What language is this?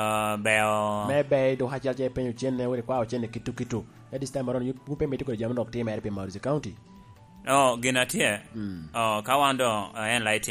Lango (Uganda)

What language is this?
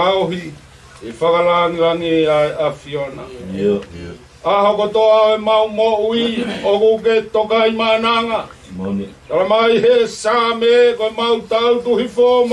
Tongan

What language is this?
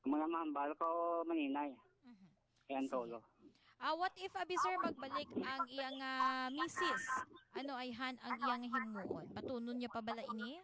Hiligaynon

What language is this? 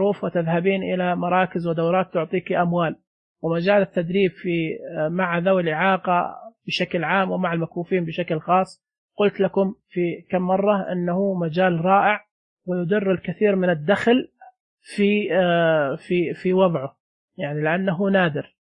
Najdi Arabic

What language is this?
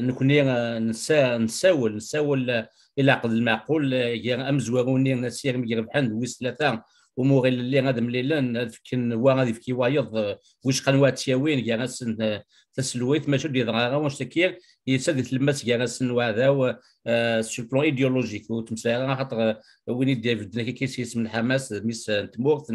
Kabyle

